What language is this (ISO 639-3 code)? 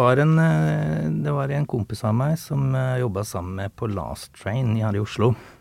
nor